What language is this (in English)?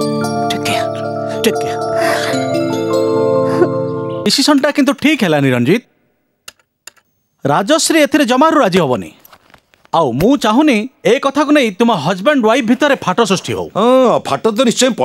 Odia